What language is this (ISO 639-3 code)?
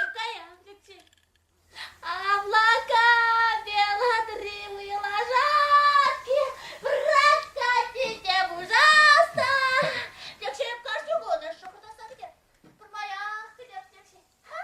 chv